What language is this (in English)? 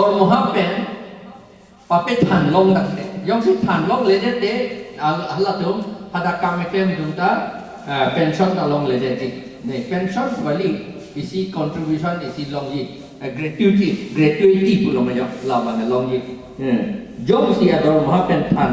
Karbi